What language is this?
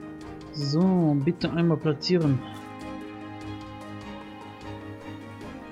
German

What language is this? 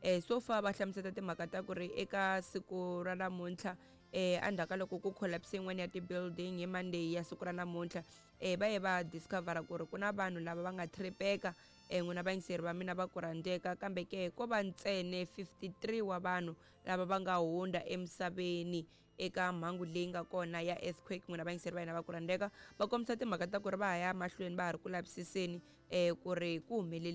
Tsonga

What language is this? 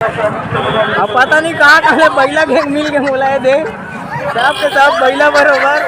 Chhattisgarhi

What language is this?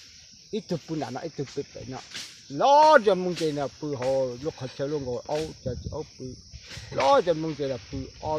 Hmong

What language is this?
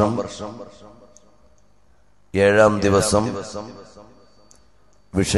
Malayalam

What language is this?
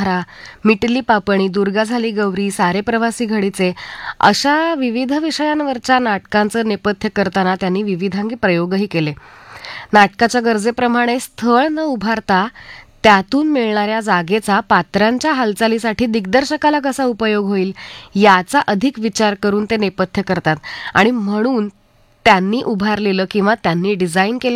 Marathi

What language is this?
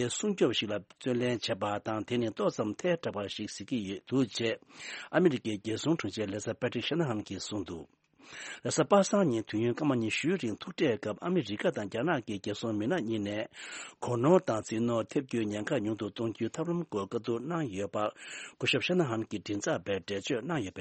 Tibetan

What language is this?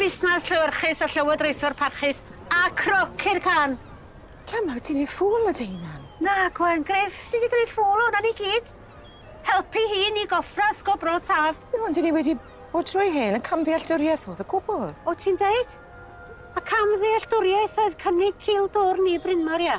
Welsh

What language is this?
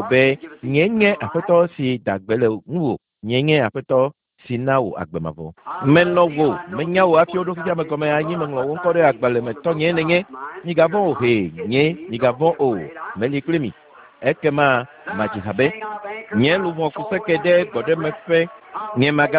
Ewe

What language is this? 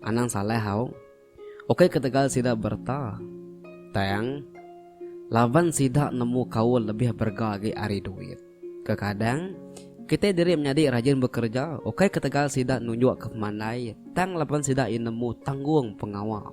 Iban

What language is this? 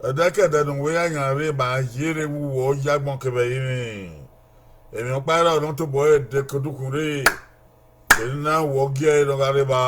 Bini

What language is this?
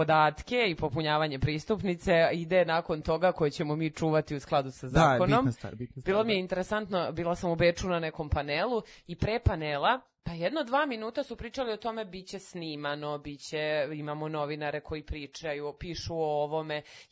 Serbian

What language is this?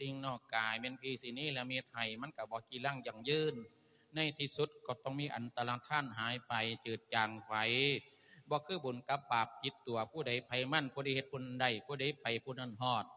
Lao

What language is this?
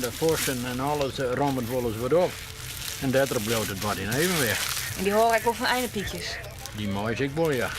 Western Frisian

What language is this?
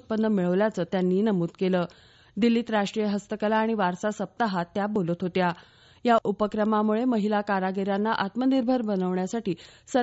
Marathi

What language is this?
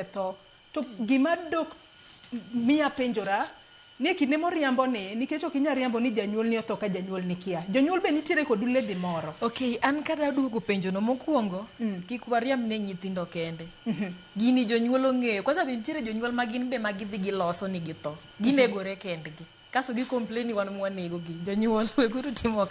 Luo (Kenya and Tanzania)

